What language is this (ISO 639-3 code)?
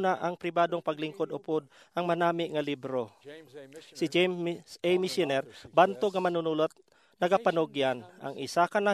hil